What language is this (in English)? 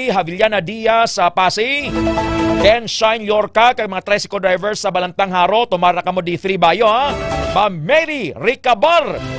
Hiligaynon